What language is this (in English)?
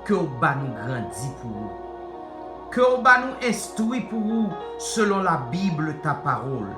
Haitian Creole